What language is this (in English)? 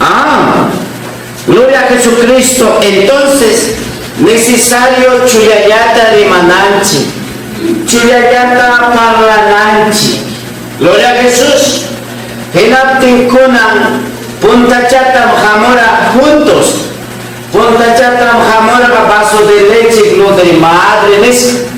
Ayacucho Quechua